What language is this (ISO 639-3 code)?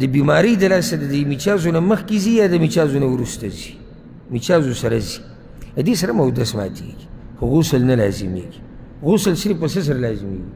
pus